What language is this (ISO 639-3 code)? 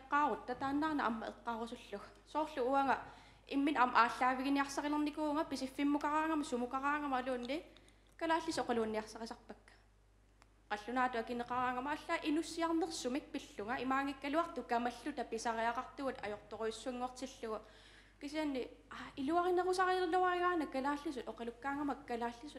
kal